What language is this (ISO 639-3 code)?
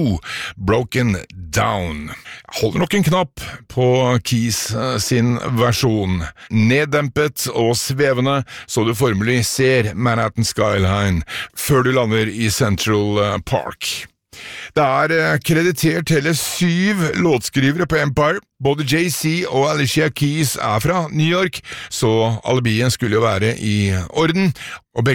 nor